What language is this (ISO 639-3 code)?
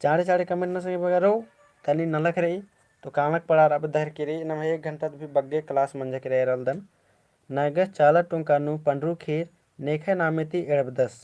kru